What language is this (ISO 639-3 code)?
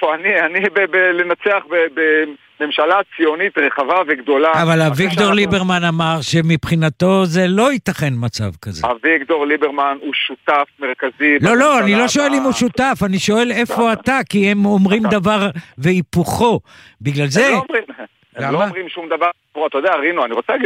heb